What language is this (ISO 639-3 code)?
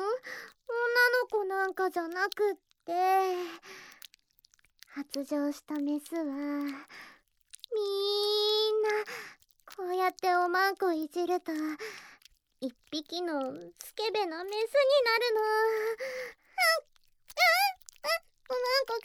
jpn